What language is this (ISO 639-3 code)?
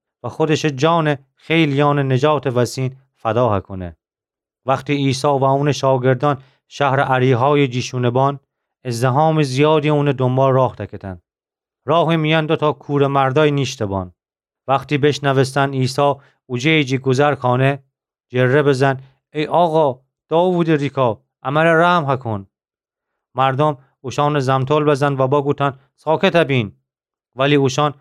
glk